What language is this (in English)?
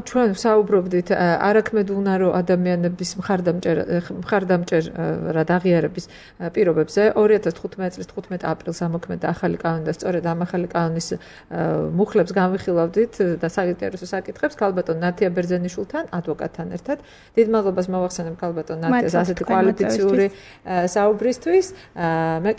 Georgian